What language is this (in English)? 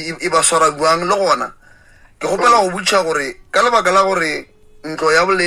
Northern Sotho